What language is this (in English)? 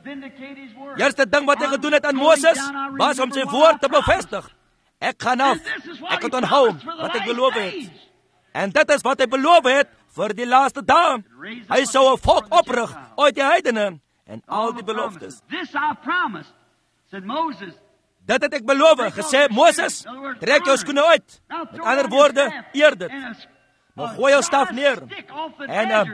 Afrikaans